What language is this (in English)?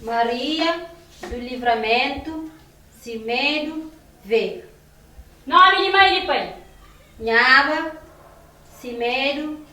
Kabuverdianu